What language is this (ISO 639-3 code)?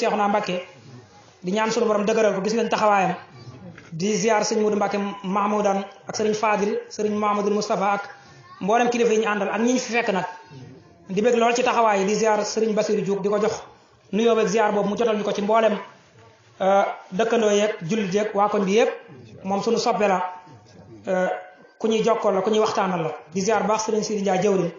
wol